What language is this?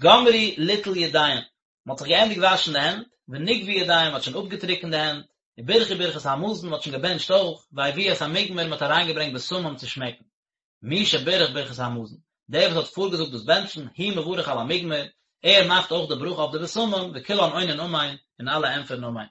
Yiddish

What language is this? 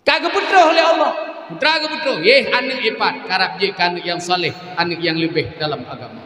Achinese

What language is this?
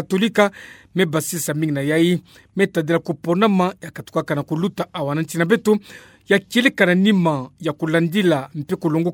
Kituba (Democratic Republic of Congo)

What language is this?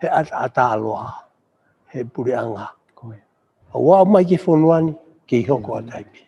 Tongan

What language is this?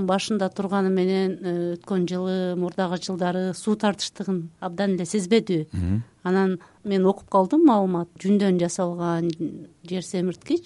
Kyrgyz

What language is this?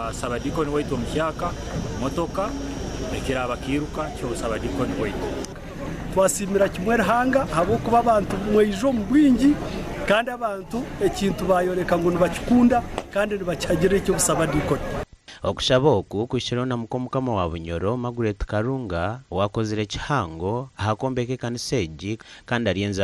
Nyankole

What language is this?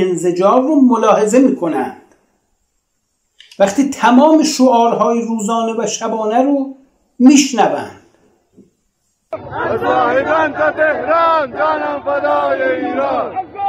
Persian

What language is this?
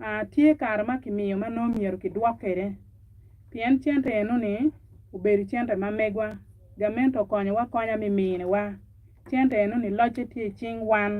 Acoli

